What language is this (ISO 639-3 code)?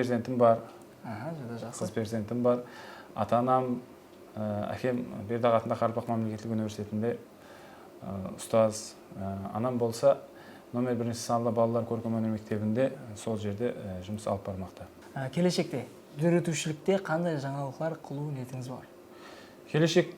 kaa